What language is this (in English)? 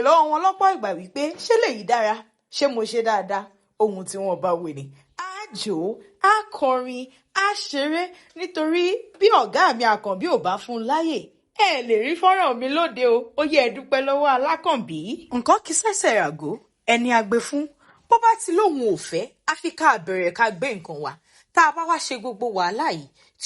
Yoruba